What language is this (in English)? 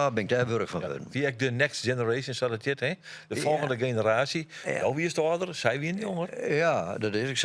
Western Frisian